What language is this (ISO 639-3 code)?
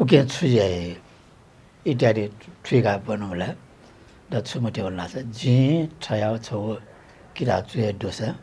new